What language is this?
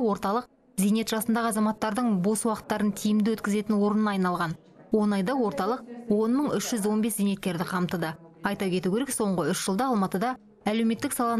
Kazakh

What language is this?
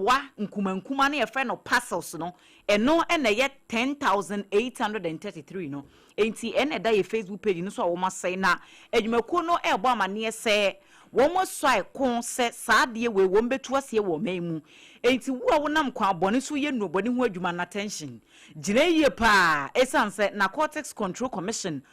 Akan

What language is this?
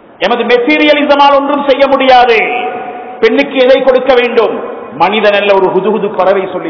Tamil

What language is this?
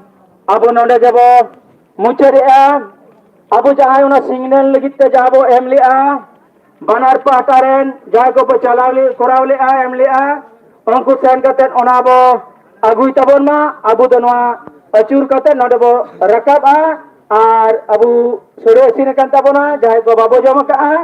Santali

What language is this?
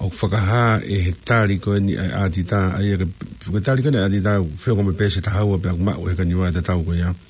Tongan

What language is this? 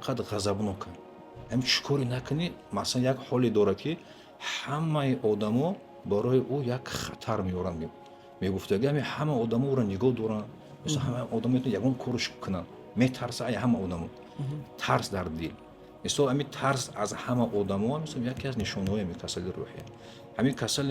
Tajik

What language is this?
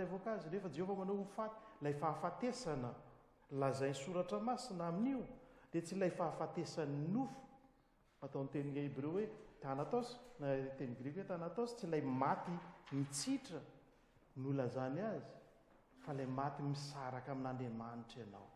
Malagasy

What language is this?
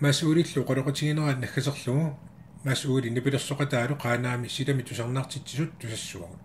Kalaallisut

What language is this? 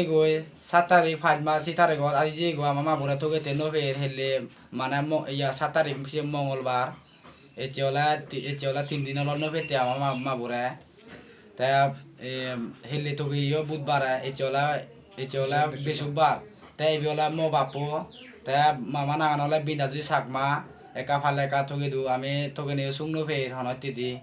Chakma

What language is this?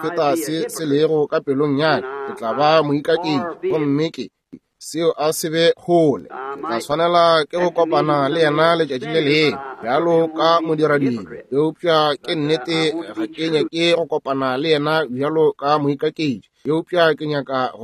Northern Sotho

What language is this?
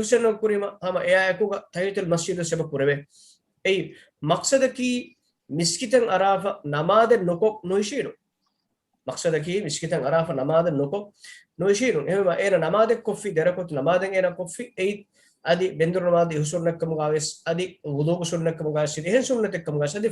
Divehi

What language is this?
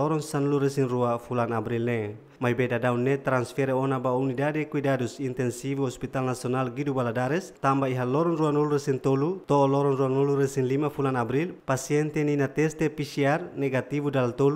Tetum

